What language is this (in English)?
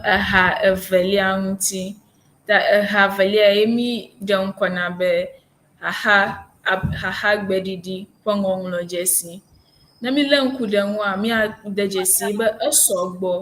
Ewe